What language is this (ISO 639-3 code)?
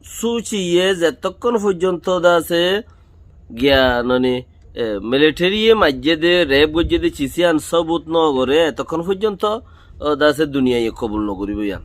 rhg